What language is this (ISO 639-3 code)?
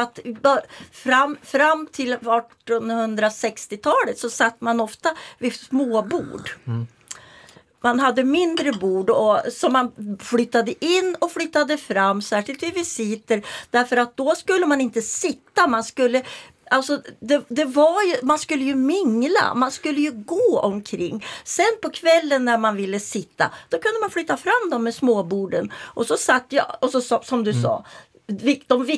swe